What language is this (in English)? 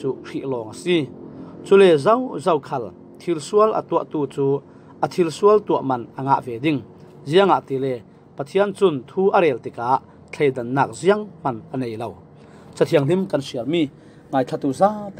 Falam Chin